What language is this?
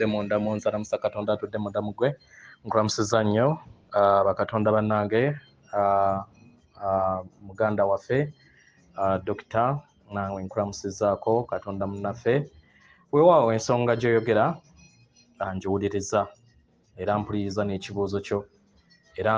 Ganda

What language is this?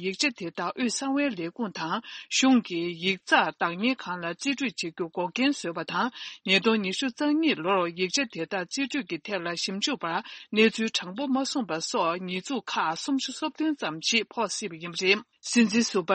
Tibetan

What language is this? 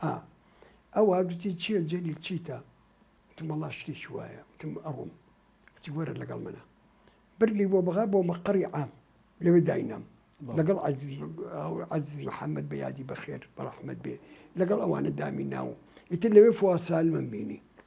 Central Kurdish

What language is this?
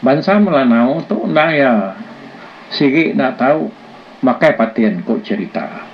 Iban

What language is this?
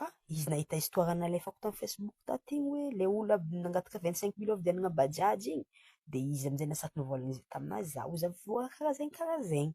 Malagasy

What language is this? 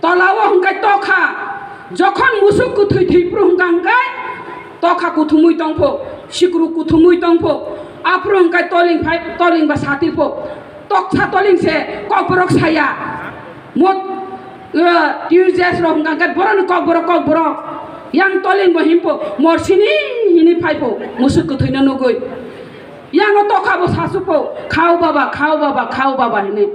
Kok Borok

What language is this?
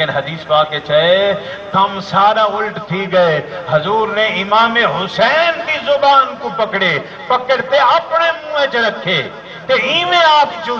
Saraiki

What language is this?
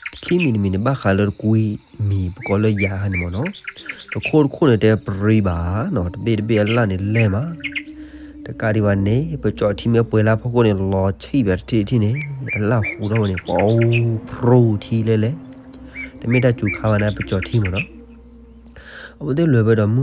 S'gaw Karen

